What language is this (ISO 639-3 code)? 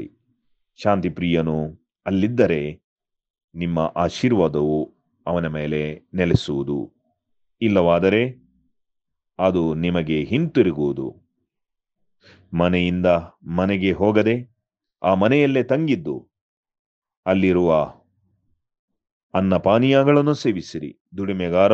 kan